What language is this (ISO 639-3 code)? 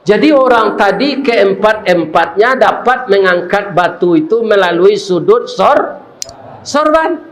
min